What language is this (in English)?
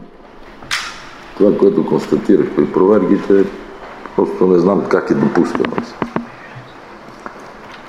Bulgarian